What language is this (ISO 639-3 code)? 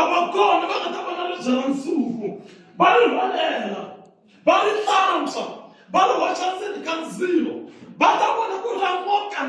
tso